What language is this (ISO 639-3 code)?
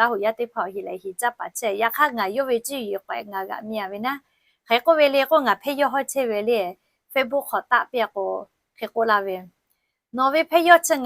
lhu